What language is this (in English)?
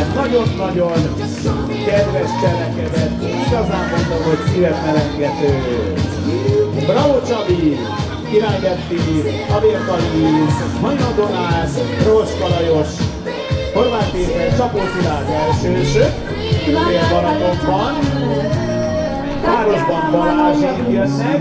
Hungarian